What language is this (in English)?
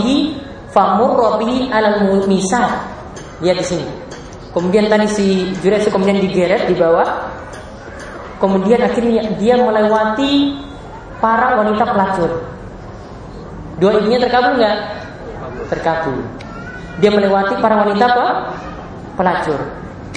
Indonesian